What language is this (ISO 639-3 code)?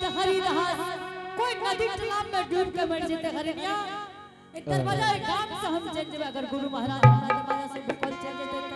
anp